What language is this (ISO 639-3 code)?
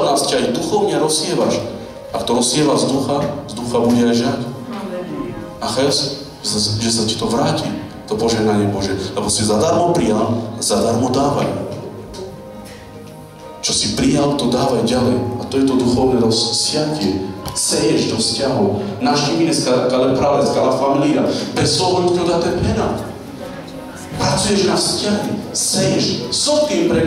slk